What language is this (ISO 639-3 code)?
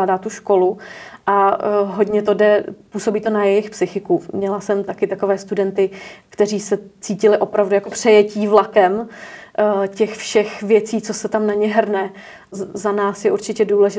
ces